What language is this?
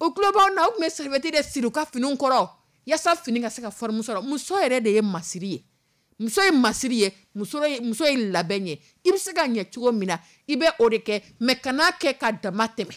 Dyula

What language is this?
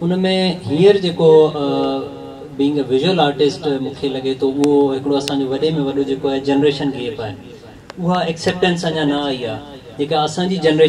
Sindhi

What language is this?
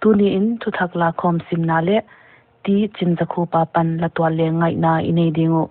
Paite Chin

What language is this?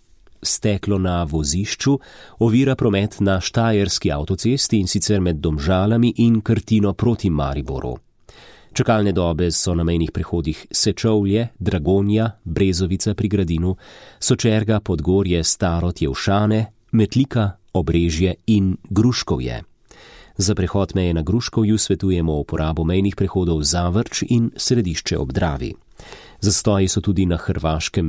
Slovenian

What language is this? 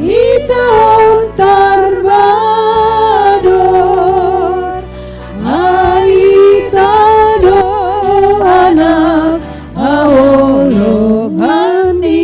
Batak Simalungun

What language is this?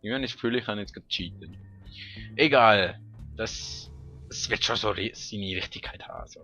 Swiss German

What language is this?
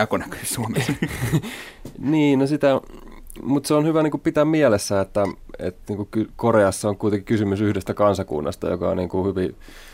Finnish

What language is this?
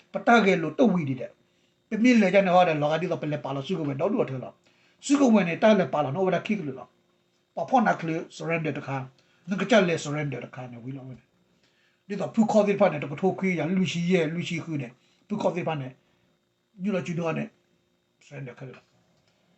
S'gaw Karen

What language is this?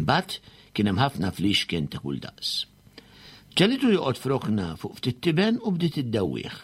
Maltese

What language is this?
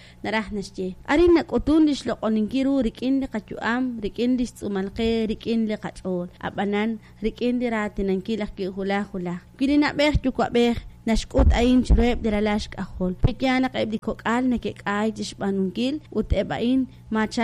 Kekchí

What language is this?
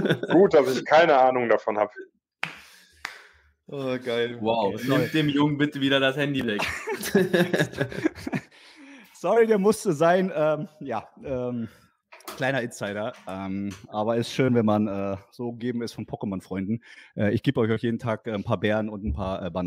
German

